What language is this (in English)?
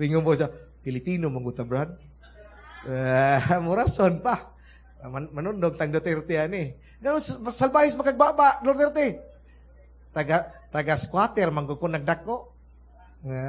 Cebuano